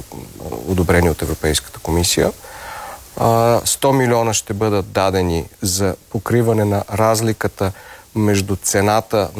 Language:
Bulgarian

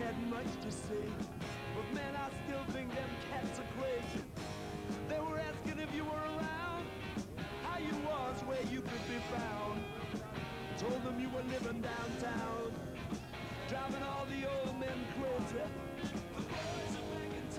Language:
English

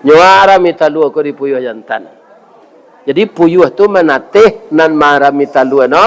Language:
Minangkabau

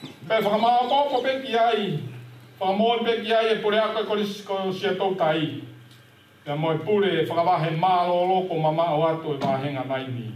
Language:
Tongan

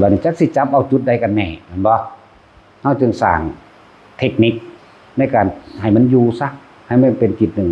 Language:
Northeastern Thai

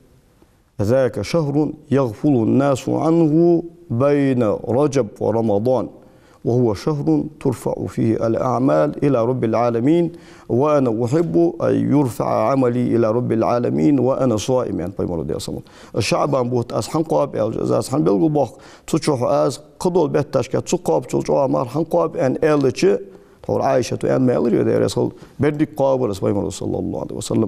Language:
Ingush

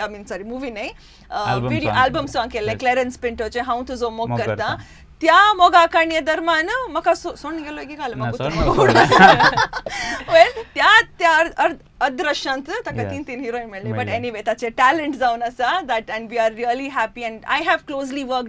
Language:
Konkani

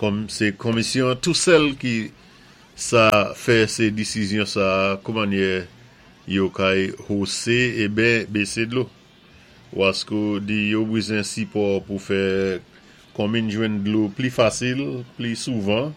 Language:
Saint Lucian Creole French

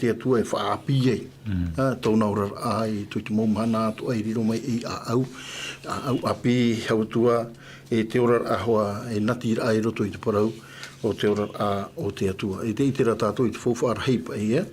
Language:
Tahitian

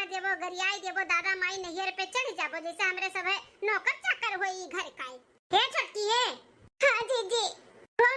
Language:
Awadhi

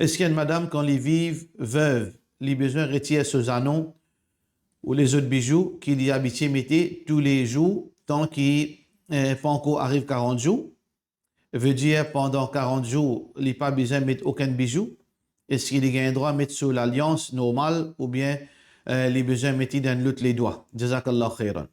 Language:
Morisyen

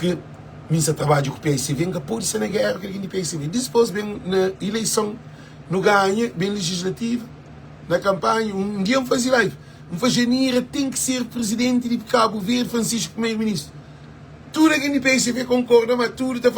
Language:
Kabuverdianu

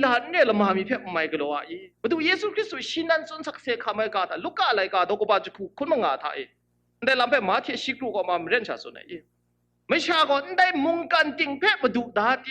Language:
Kachin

